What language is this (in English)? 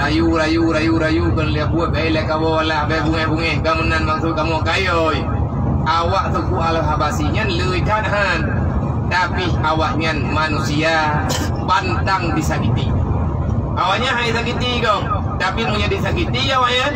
Achinese